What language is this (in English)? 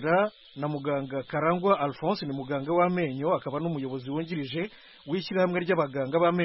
Kinyarwanda